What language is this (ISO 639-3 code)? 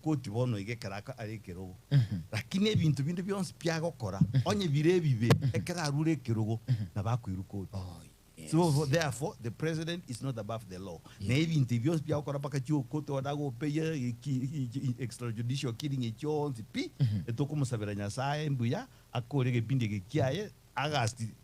guz